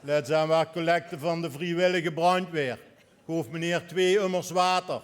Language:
Limburgish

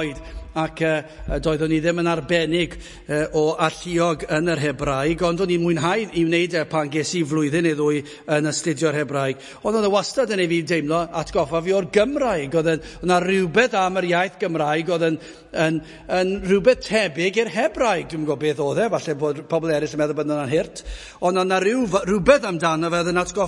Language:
Welsh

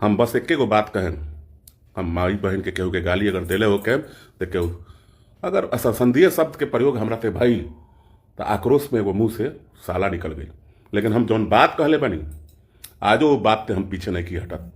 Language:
Bhojpuri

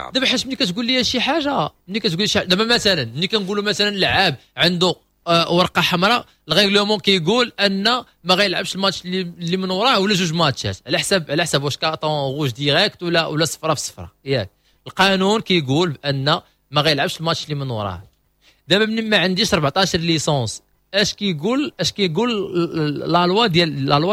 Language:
Moroccan Arabic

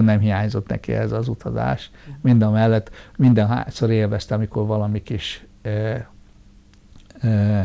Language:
Hungarian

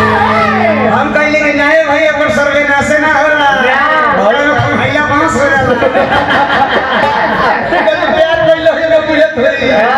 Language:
Bhojpuri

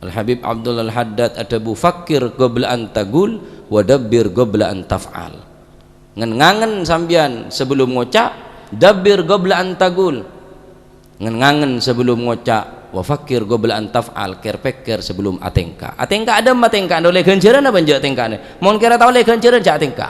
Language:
Madurese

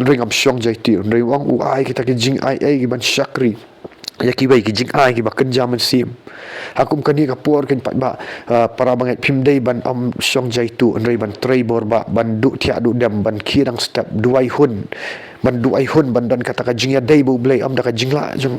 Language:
Khasi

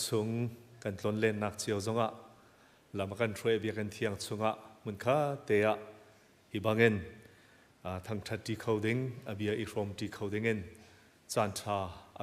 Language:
Hakha Chin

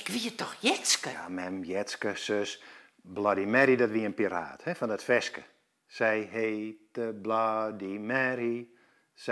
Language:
Western Frisian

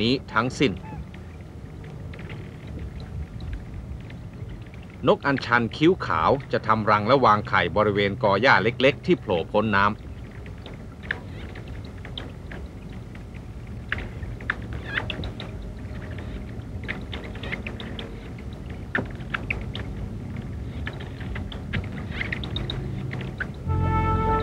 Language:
Thai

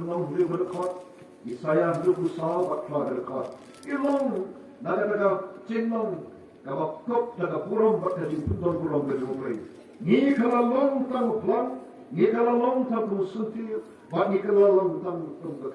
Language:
Khasi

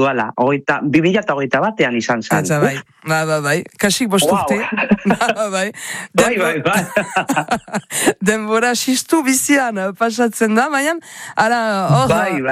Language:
Basque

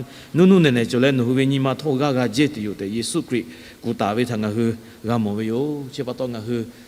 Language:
Lahu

